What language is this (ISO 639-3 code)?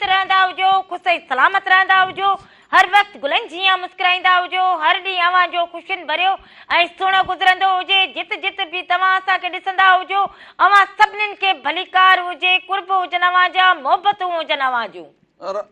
snd